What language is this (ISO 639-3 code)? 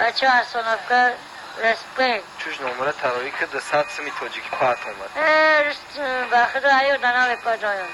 tgk